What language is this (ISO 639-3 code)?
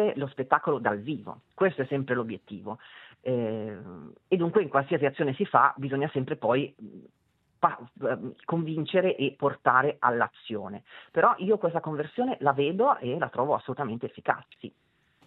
ita